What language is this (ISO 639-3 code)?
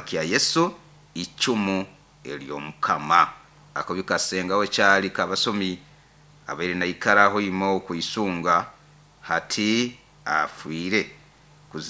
nyo